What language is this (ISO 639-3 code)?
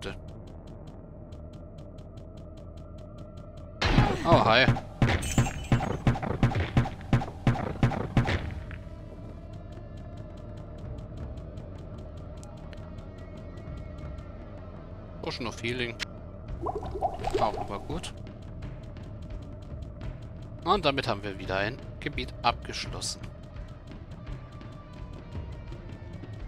deu